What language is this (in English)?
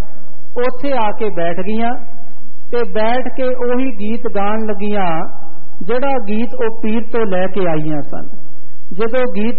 Punjabi